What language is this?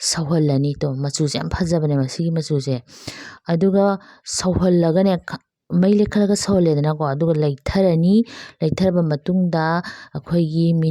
Manipuri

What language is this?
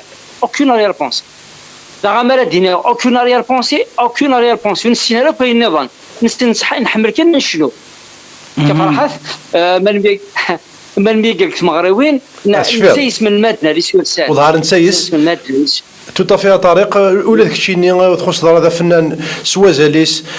Kabyle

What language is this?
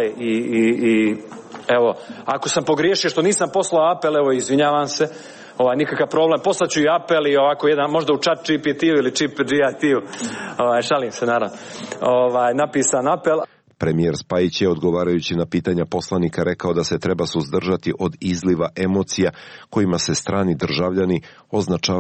Serbian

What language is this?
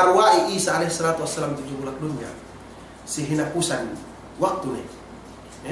Yakan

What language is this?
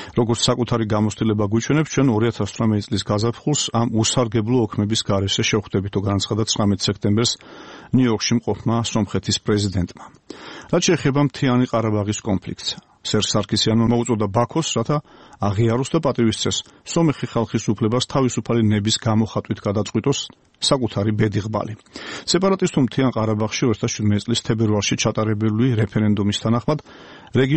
Georgian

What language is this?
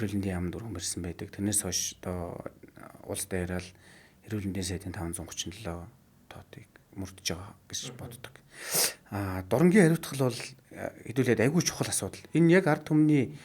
Mongolian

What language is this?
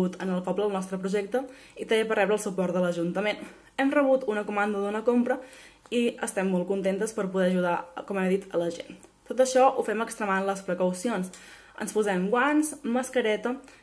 Catalan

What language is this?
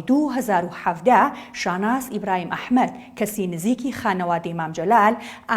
Central Kurdish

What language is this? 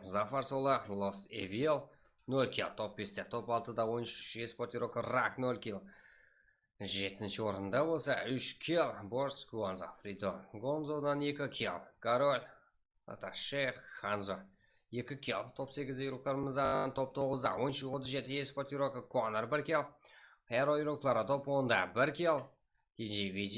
Kara-Kalpak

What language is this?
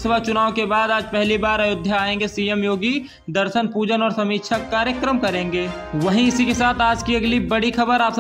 Hindi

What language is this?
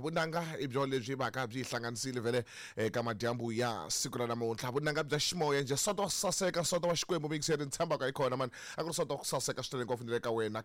Tsonga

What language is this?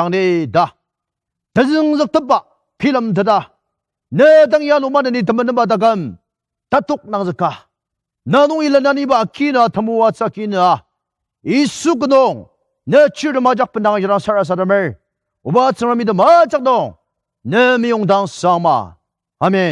Ao Naga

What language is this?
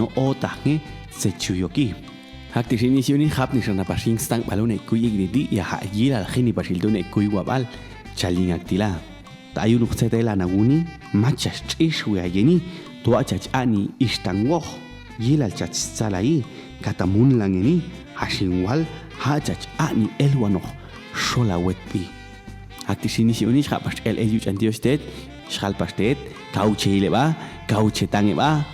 Popti'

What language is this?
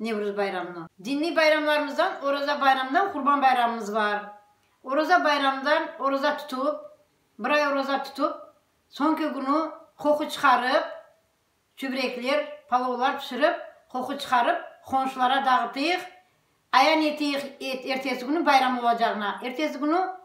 Crimean Tatar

